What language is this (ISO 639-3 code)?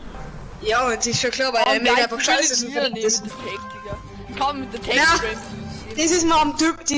bar